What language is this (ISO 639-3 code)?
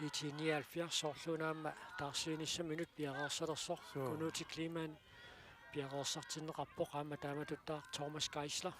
kal